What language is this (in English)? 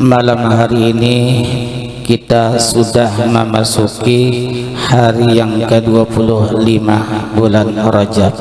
Banjar